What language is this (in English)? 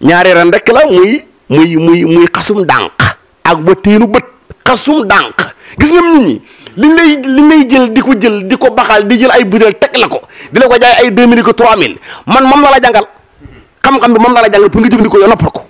Wolof